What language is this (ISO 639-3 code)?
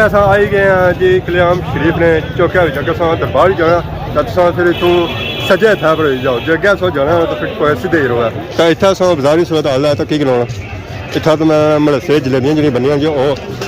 phr